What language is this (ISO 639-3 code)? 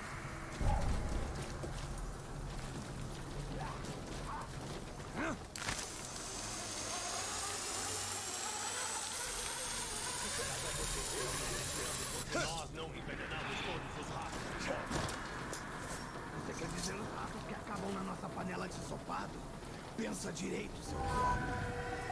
por